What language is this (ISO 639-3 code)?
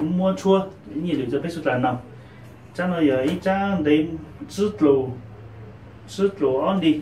hmn